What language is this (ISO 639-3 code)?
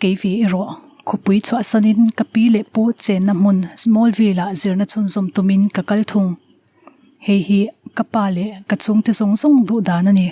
lus